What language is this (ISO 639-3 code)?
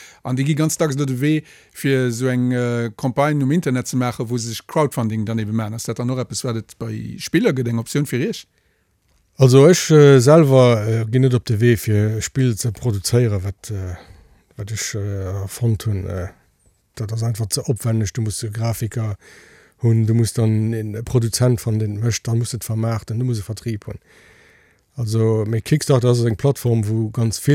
ltz